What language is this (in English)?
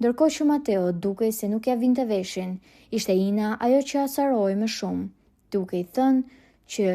Albanian